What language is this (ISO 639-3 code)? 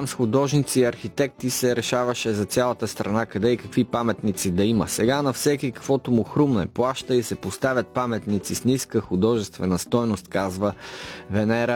bul